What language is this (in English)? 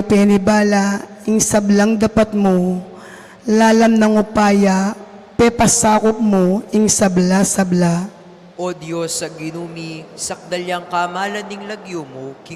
Pampanga